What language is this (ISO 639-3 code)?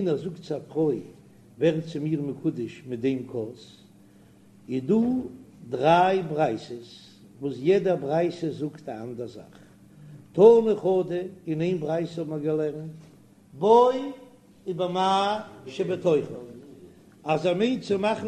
yid